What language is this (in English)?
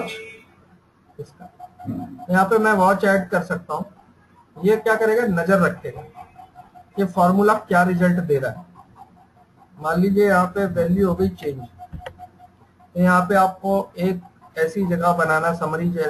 Hindi